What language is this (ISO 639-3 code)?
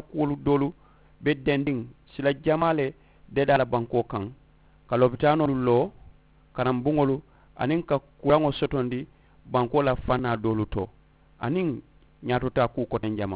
man